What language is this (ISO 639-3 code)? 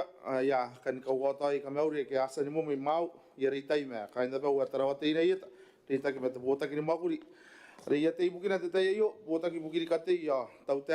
gil